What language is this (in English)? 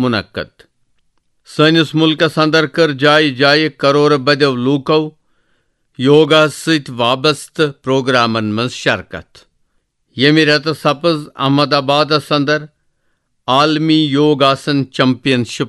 Kashmiri